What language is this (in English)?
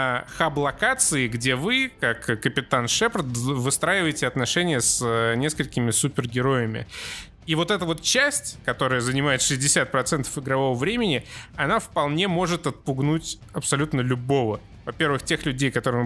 Russian